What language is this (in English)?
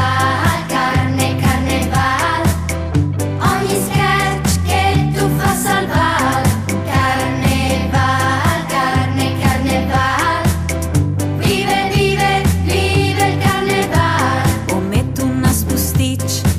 Friulian